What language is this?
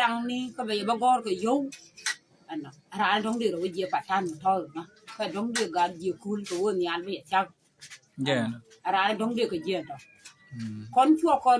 Nuer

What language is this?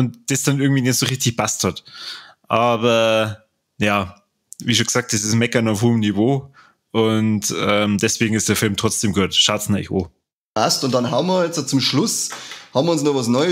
Bavarian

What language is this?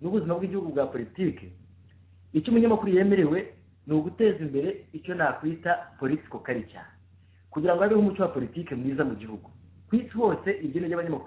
Kinyarwanda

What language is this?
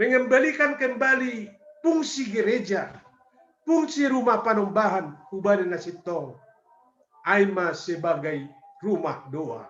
Batak Simalungun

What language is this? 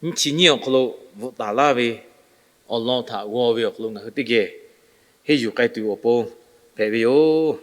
Lahu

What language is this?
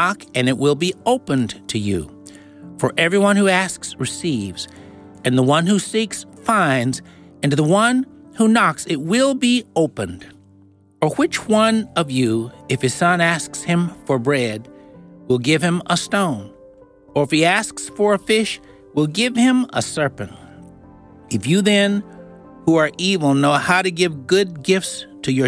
English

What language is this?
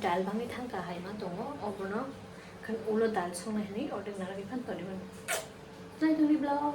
Kok Borok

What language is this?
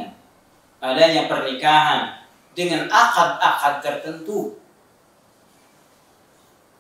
Indonesian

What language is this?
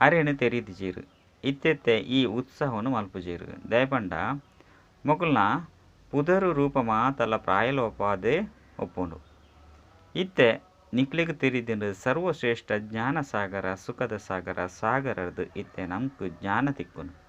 Tulu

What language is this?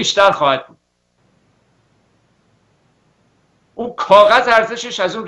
Persian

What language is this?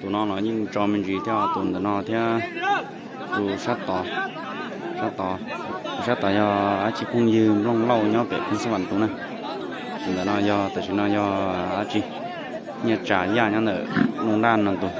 Hmong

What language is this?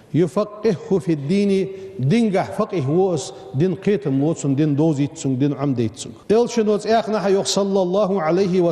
Ingush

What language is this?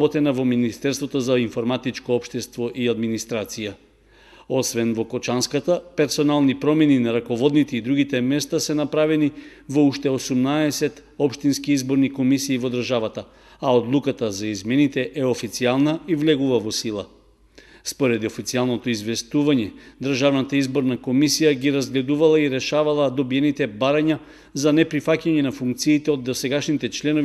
Macedonian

